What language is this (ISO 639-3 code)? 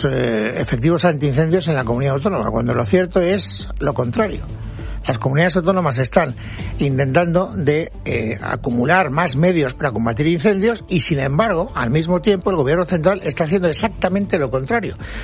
spa